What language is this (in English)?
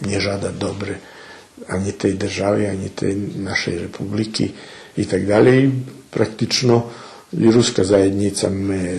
Rusyn